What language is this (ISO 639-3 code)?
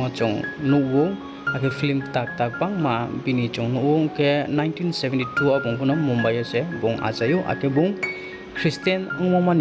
ria